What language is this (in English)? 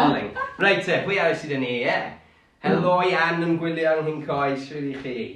Welsh